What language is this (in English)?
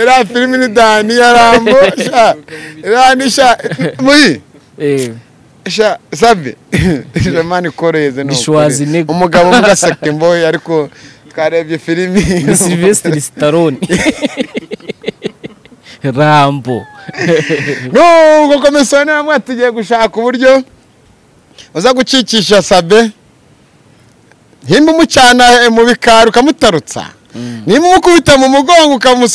Kinyarwanda